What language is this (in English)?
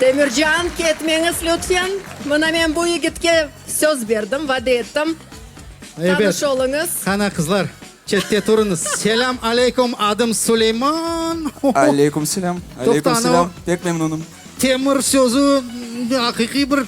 Crimean Tatar